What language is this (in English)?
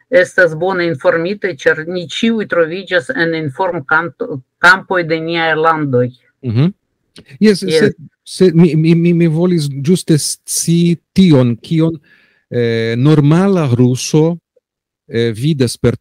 Esperanto